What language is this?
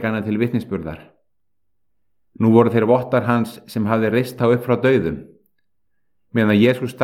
Icelandic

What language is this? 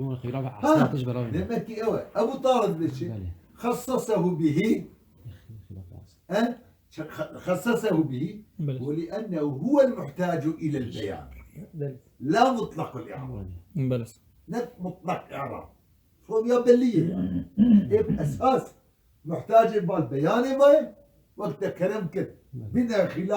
Kurdish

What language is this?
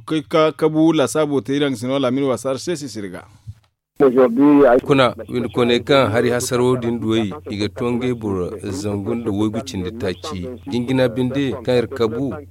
Zarma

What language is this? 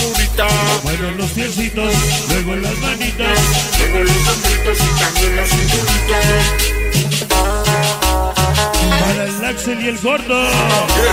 Spanish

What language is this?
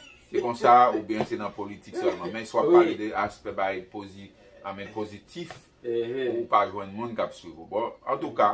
Haitian Creole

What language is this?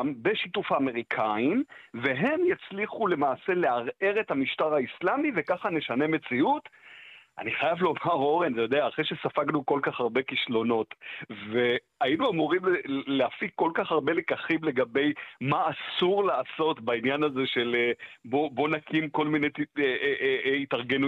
Hebrew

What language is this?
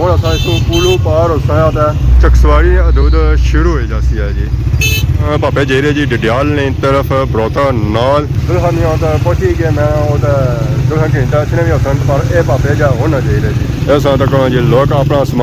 Pahari-Potwari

